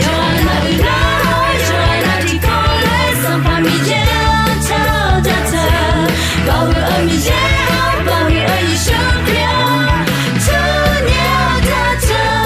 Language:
Akha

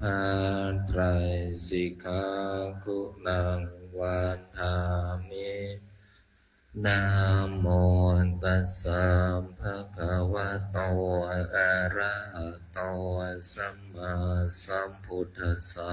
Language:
Pali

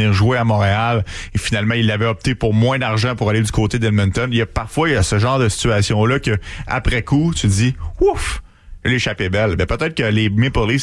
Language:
French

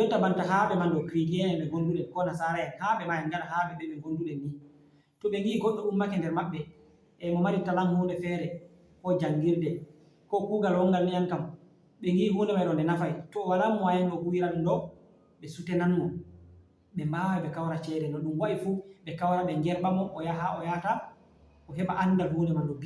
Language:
Fula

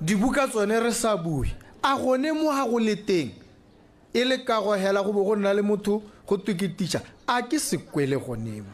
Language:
Tswana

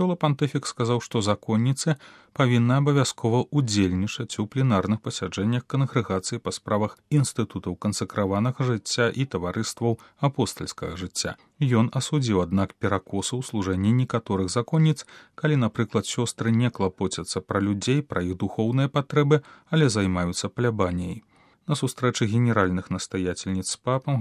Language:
Belarusian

